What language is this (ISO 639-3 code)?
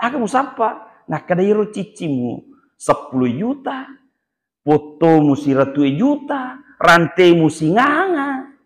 bug